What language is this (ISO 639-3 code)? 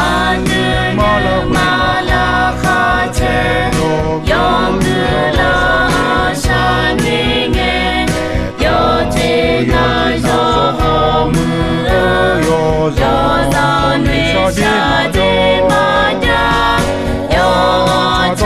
ahk